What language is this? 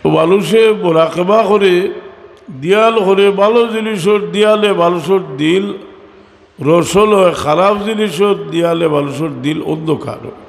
Sylheti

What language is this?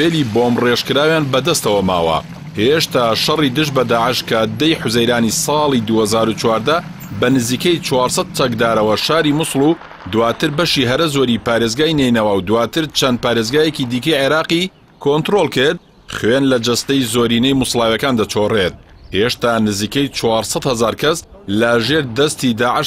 Central Kurdish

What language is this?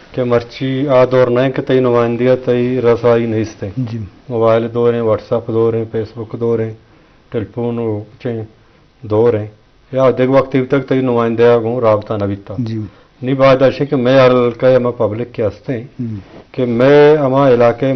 Eastern Balochi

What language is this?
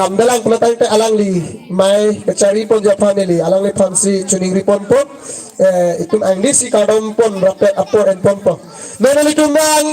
Karbi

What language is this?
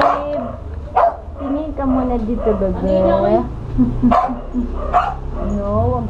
Filipino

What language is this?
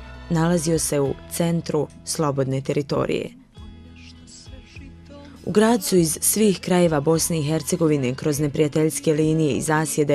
Bosnian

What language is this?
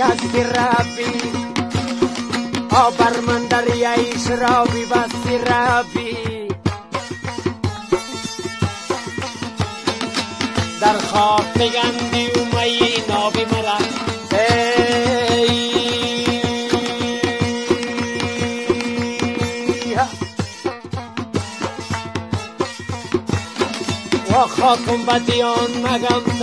Persian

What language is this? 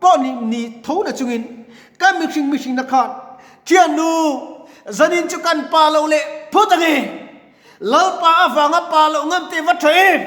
Mizo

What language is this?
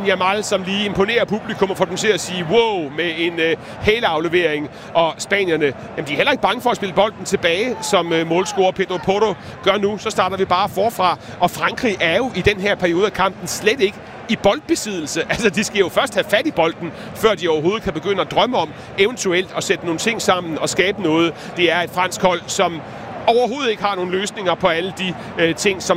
Danish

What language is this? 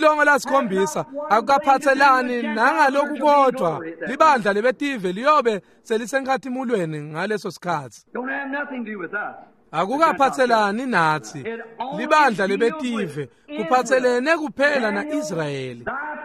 Swati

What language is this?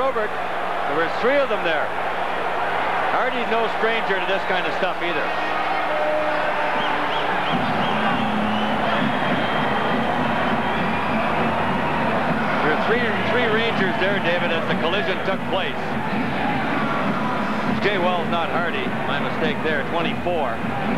English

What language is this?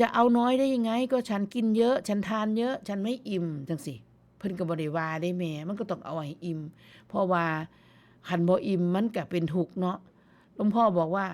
Northeastern Thai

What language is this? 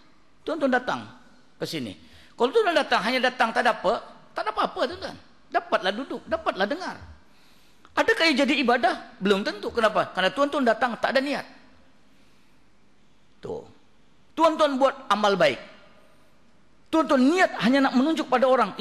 Malay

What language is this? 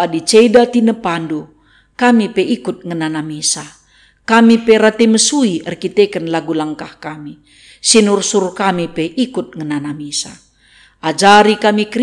Batak Karo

